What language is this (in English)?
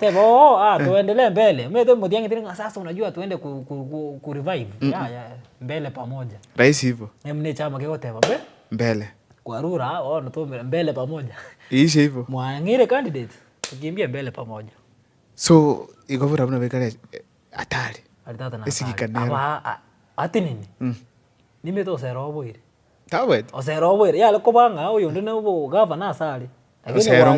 Gusii